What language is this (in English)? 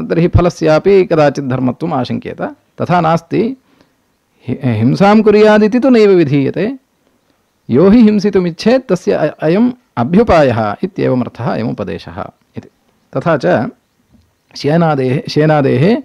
Sanskrit